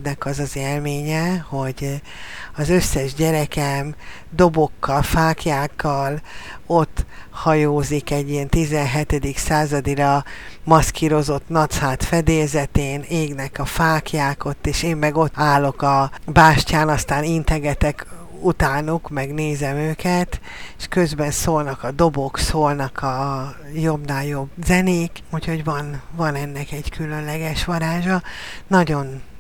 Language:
Hungarian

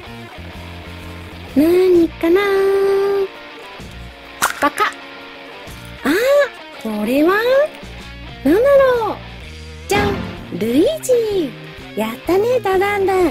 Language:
Japanese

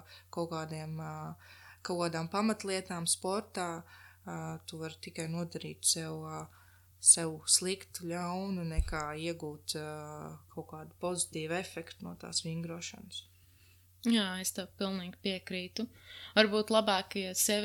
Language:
Latvian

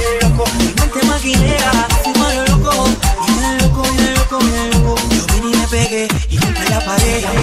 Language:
Spanish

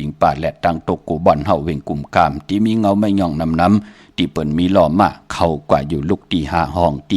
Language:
Shan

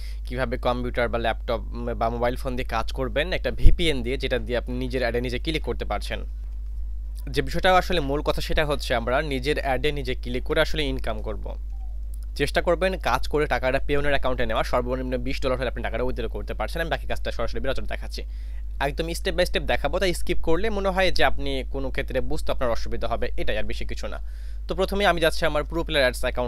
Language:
Bangla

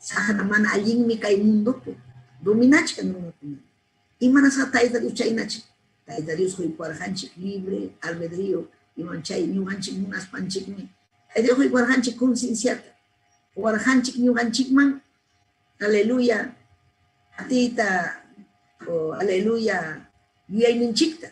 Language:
Ayacucho Quechua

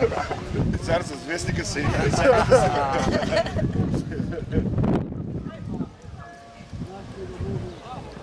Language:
Bulgarian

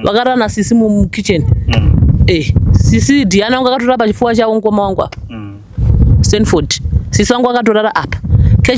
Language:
Shona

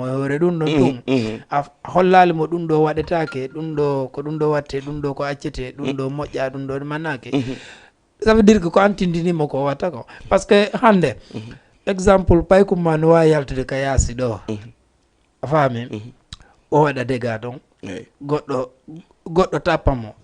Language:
Fula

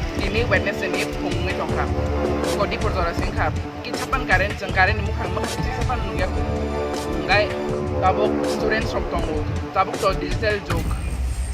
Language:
Kok Borok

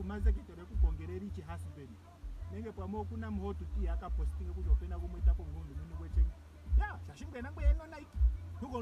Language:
Ndonga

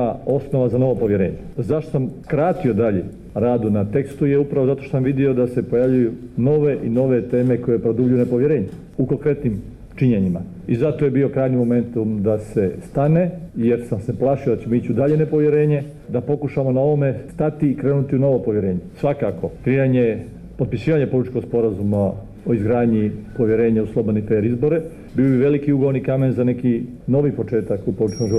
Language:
Bosnian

